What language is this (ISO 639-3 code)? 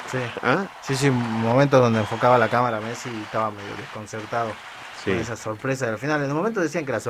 spa